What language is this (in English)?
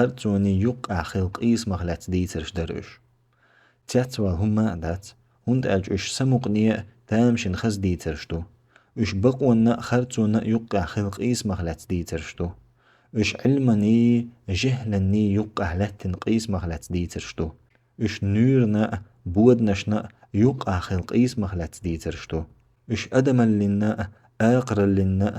Chechen